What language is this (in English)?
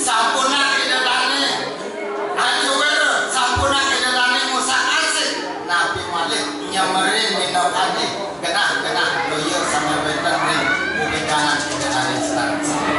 Balinese